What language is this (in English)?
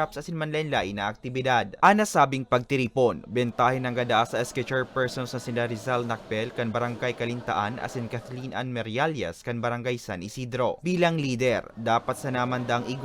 Bikol